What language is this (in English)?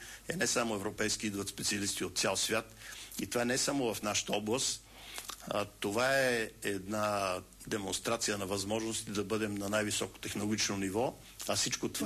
Bulgarian